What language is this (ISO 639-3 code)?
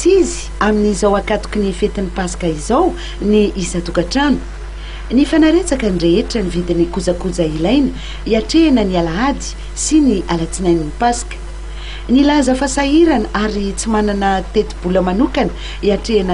mlg